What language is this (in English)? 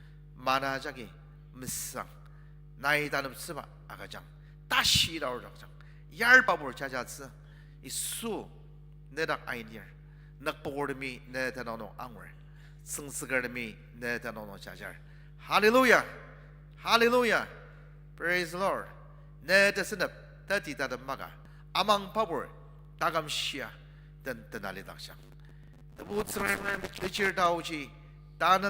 Ao Naga